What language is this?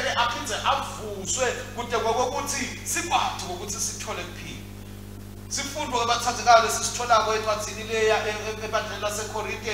Swati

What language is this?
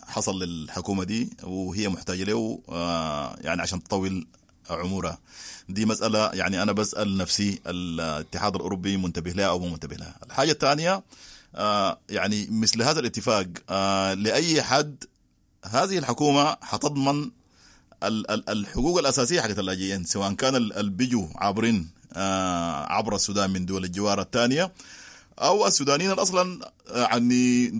Sudanese Arabic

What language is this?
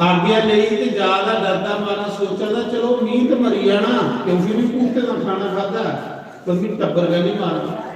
Dogri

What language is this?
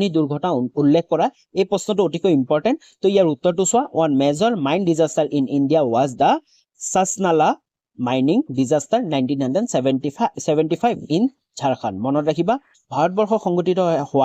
Assamese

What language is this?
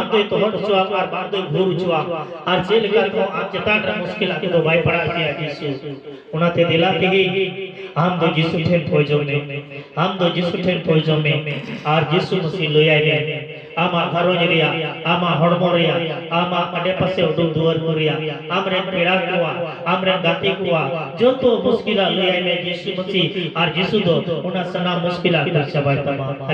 Santali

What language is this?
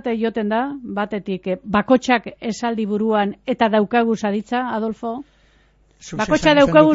Basque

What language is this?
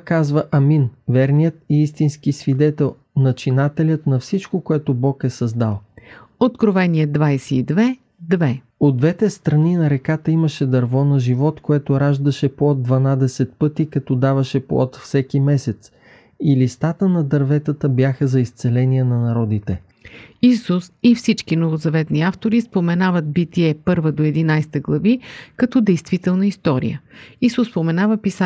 Bulgarian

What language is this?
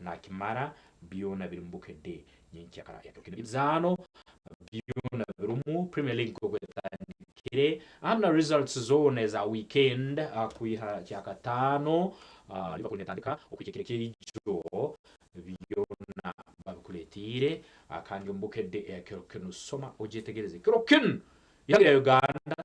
Nyankole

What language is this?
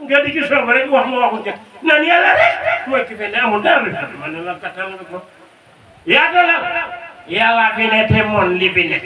Wolof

